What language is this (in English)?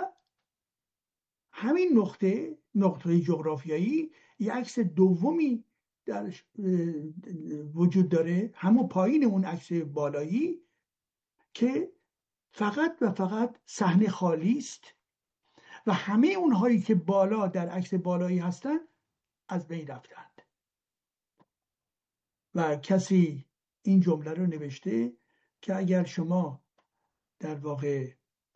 Persian